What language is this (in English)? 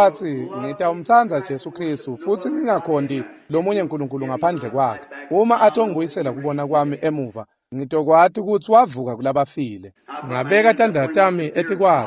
Swati